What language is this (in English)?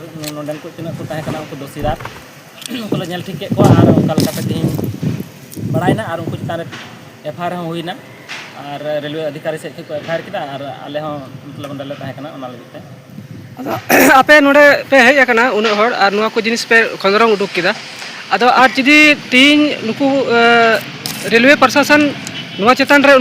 Santali